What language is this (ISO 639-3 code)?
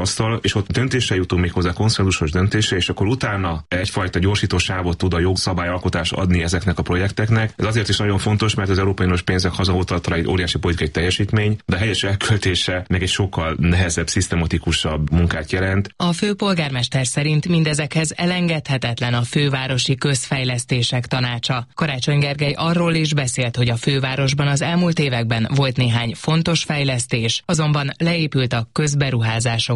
hun